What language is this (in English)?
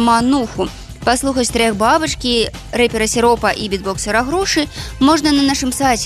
Belarusian